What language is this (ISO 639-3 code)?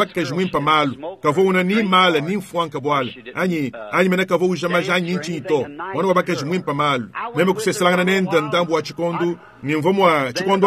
lua